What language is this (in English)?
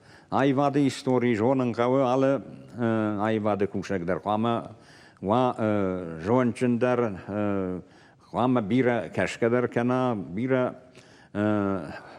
Ossetic